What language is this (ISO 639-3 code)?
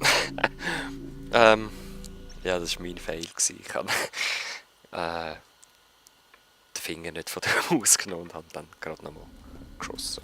gsw